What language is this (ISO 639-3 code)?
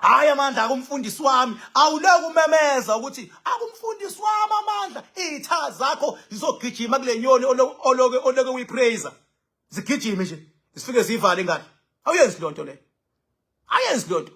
zul